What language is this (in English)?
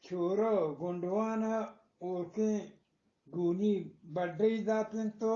Eastern Balochi